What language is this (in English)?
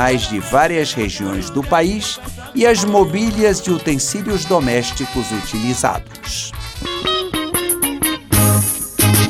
Portuguese